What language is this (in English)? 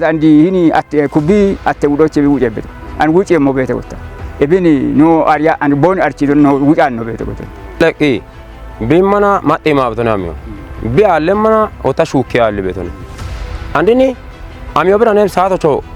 Kafa